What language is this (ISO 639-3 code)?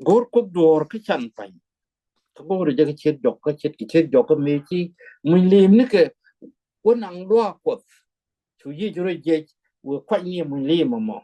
nus